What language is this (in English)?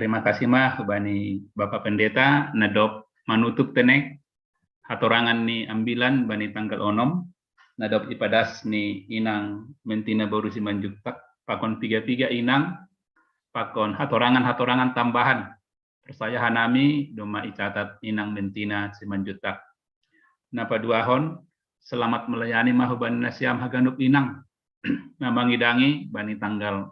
Batak Simalungun